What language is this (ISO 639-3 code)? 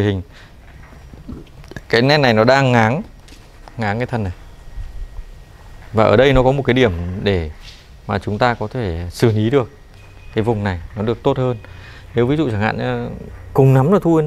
vie